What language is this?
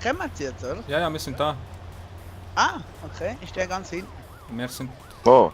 Swiss German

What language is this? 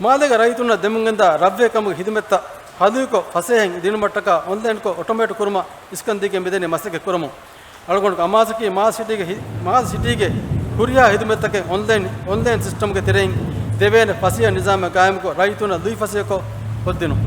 Divehi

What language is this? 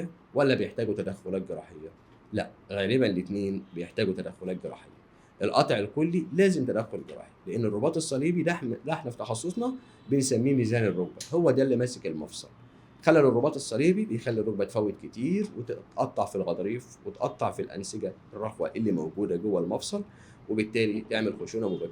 Egyptian Arabic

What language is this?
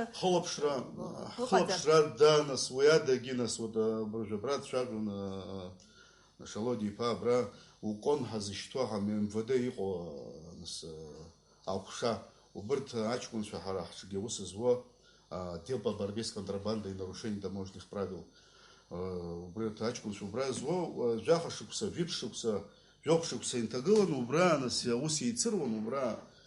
Abkhazian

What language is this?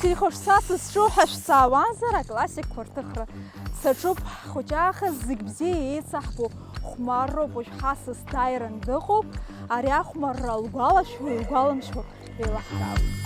Abkhazian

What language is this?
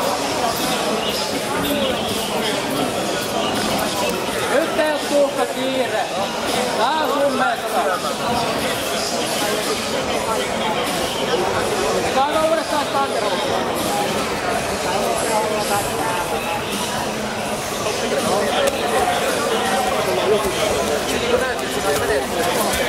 Finnish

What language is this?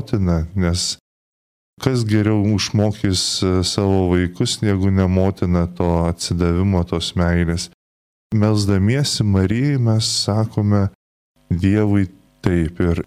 Lithuanian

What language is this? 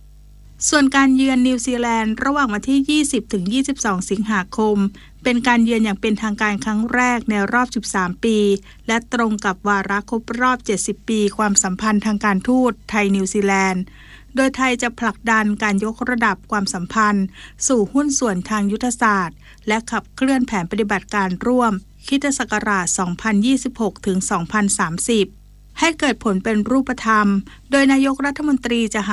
Thai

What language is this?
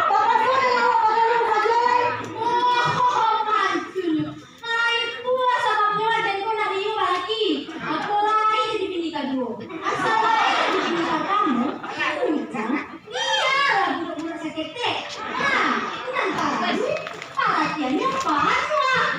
Minangkabau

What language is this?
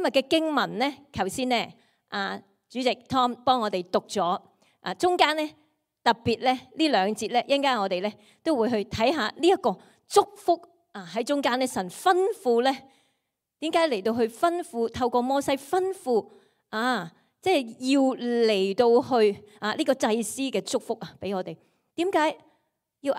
Cantonese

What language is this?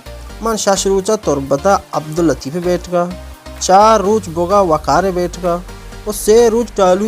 Baluchi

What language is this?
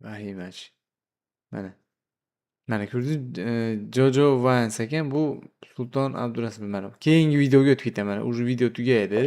Uzbek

